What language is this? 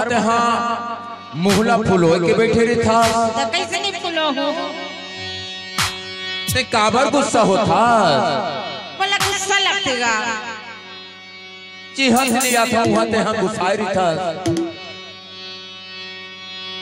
Chhattisgarhi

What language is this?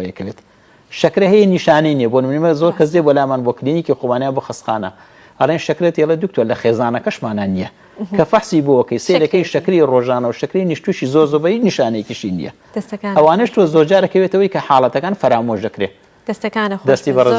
Central Kurdish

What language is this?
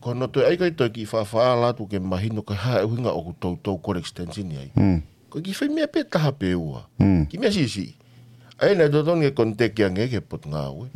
Tongan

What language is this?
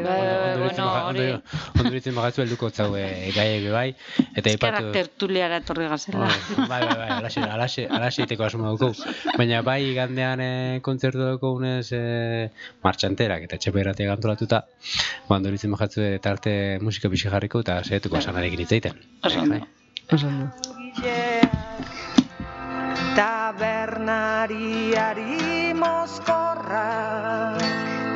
Basque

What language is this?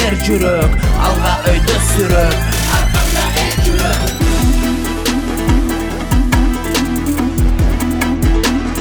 Kyrgyz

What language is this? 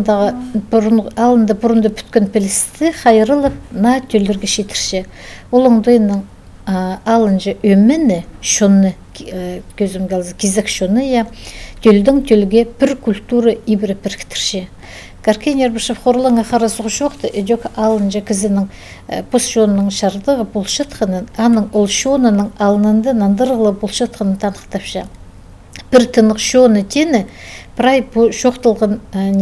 Khakas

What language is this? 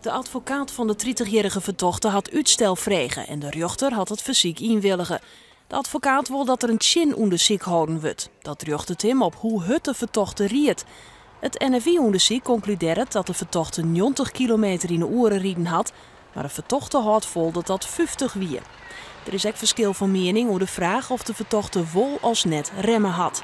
Western Frisian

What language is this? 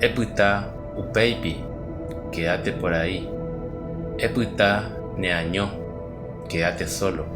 Guarani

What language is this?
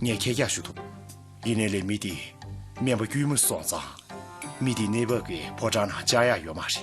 Tibetan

